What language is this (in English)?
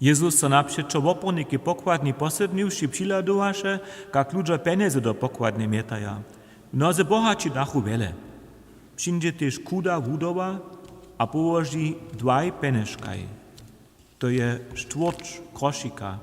Upper Sorbian